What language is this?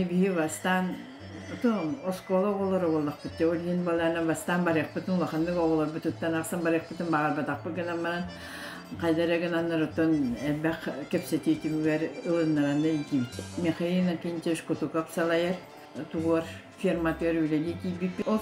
Yakut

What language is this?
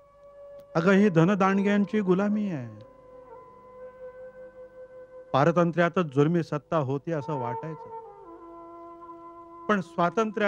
Marathi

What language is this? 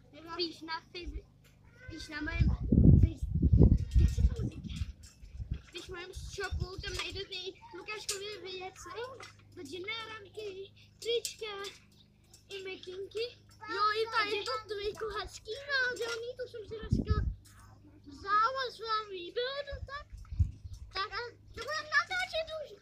Czech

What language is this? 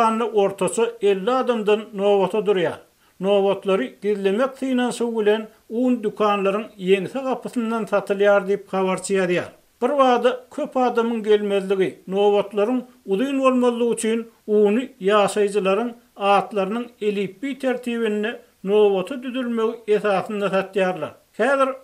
Turkmen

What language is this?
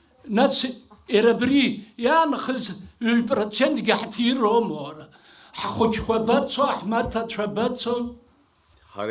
Abkhazian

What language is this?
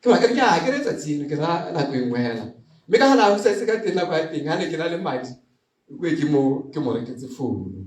Tswana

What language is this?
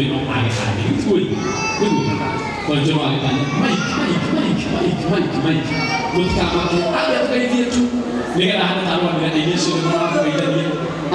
Kikuyu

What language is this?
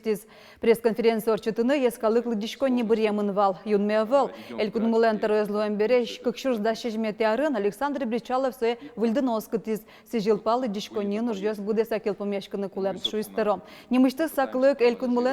Udmurt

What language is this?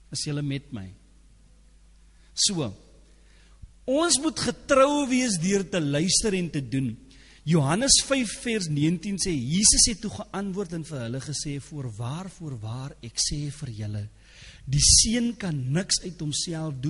Afrikaans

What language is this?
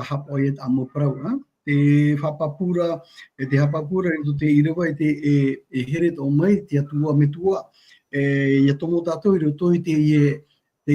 Tahitian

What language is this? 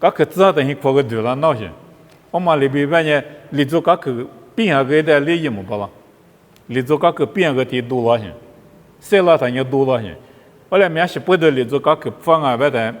Lisu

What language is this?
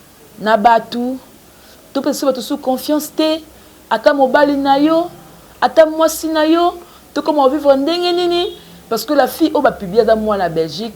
Lingala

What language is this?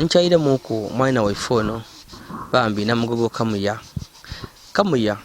Ganda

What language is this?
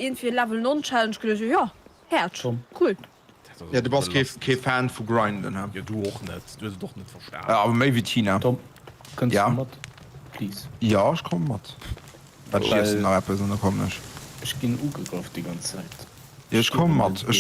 Luxembourgish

